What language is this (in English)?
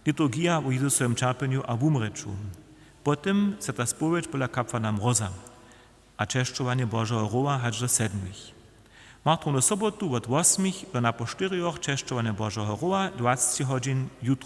Upper Sorbian